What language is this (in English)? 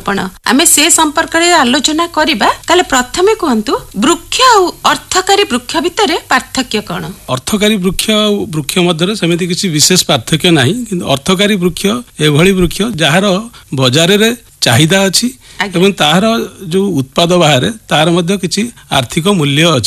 Odia